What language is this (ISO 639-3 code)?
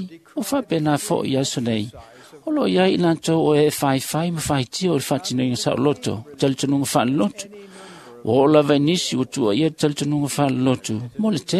smo